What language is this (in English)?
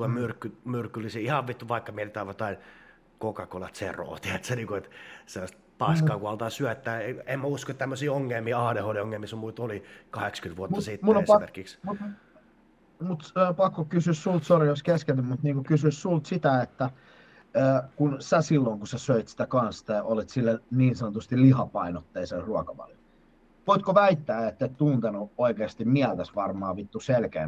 Finnish